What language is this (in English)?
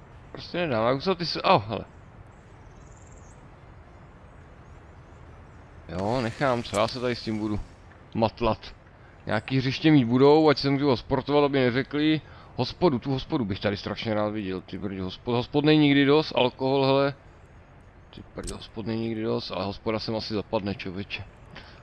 Czech